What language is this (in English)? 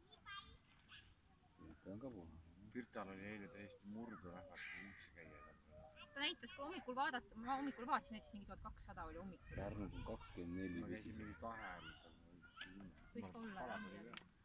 Estonian